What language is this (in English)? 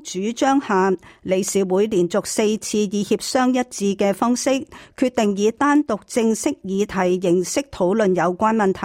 Cantonese